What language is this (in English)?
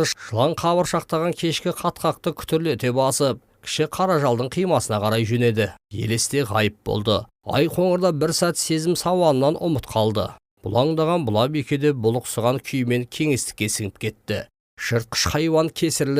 Kazakh